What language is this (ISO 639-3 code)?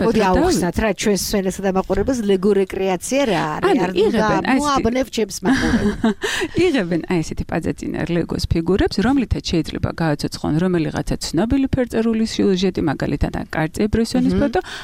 kat